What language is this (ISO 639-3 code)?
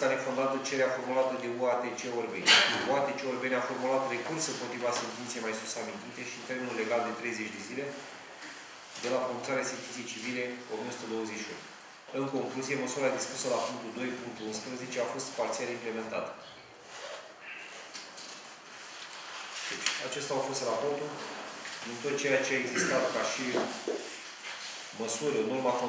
ron